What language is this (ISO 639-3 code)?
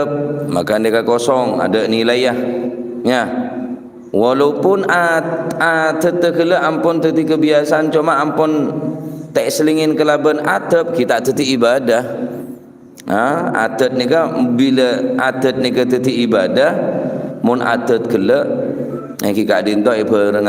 mad